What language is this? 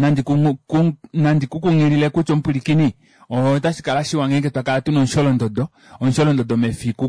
Kuanyama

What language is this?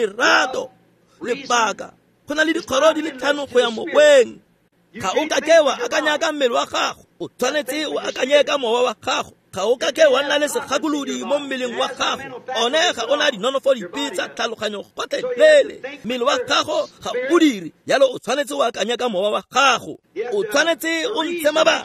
Tswana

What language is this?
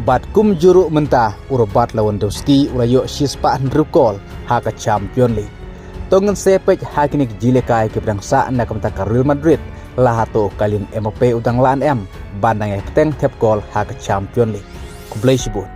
Khasi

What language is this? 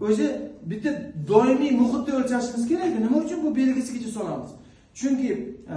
Uzbek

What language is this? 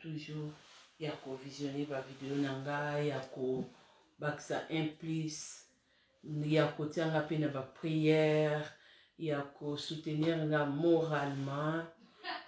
Lingala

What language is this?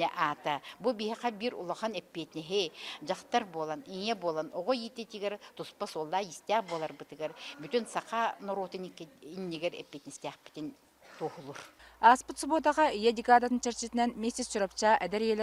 Yakut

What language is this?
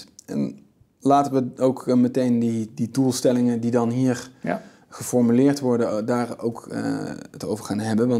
Dutch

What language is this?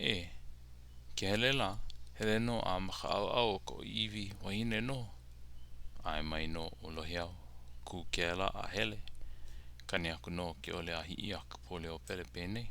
Hawaiian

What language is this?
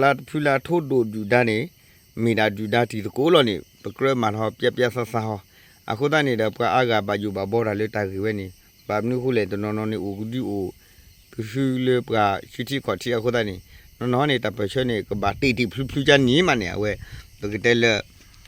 S'gaw Karen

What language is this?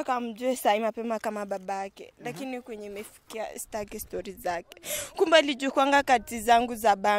Swahili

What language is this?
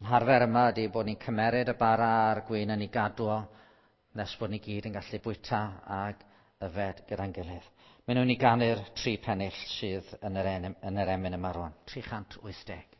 Welsh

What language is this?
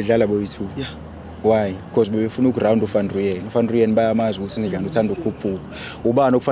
Zulu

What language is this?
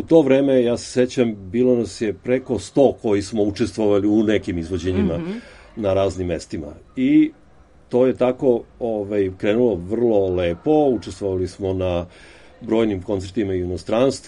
Serbian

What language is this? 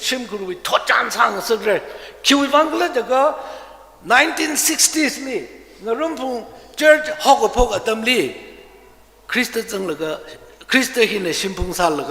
Tangkhul Naga (India)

